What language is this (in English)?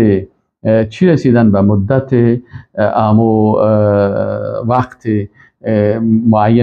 Persian